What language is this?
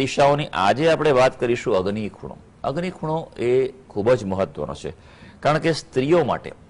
Gujarati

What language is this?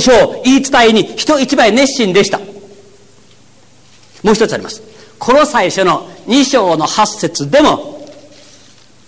Japanese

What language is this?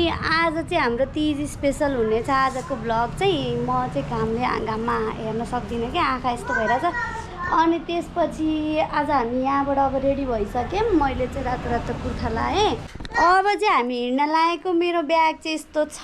Nepali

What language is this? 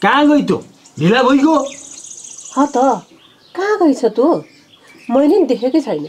Nepali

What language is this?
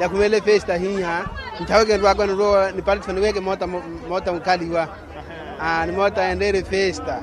Makhuwa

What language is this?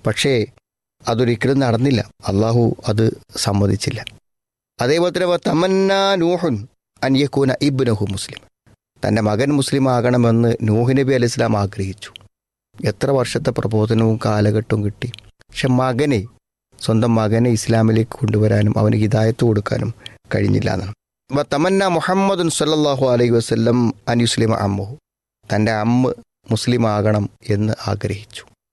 Malayalam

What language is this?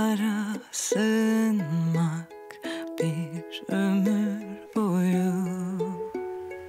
Turkish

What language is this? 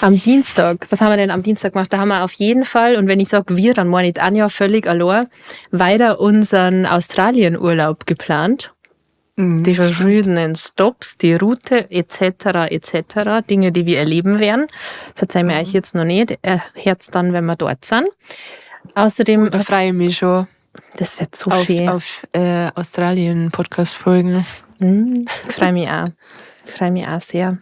Bavarian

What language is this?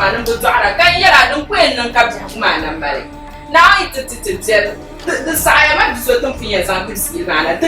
Dagbani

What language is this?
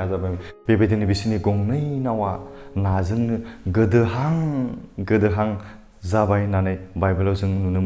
Bodo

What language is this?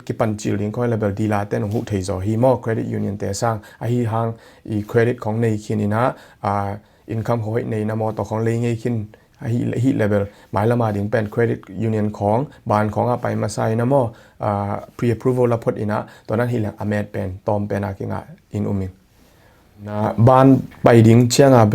Tedim Chin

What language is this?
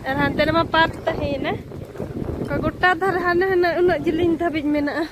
Santali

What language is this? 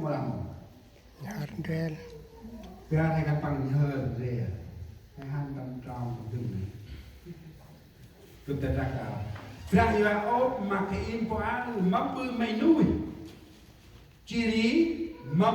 Central Mnong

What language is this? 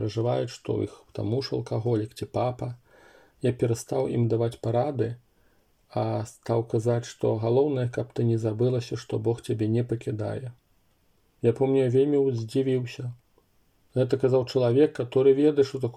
Belarusian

